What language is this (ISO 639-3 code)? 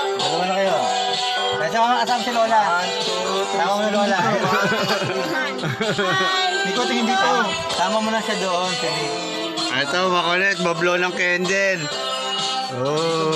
fil